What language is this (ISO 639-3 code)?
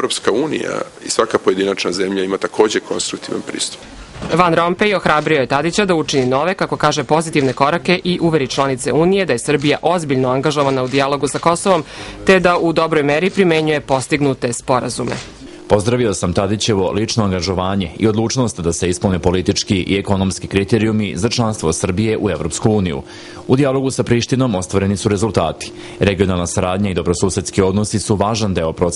srp